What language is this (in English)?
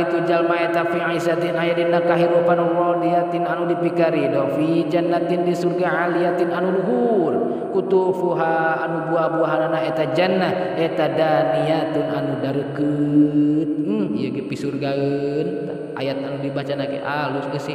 Sundanese